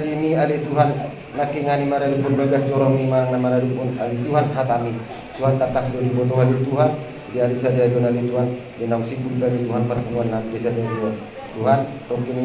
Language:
Batak Toba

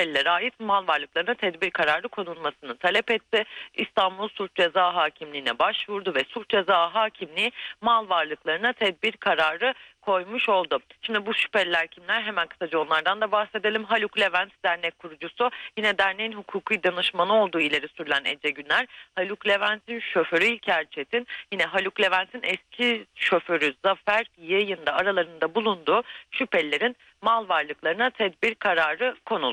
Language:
Turkish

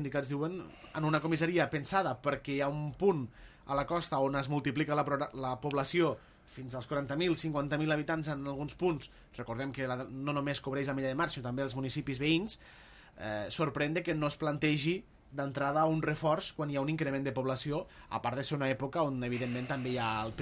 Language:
Catalan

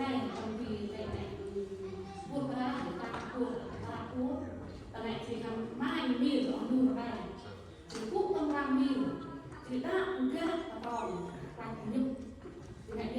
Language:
Central Mnong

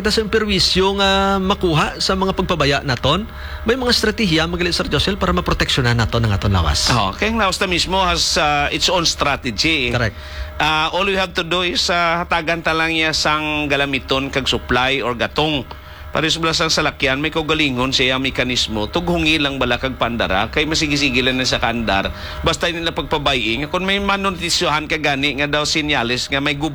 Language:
Hiligaynon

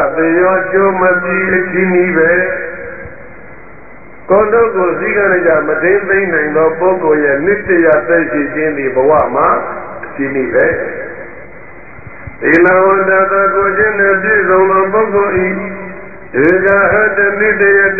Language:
Burmese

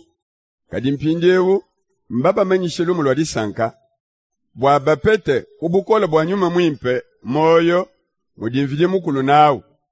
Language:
Luba-Lulua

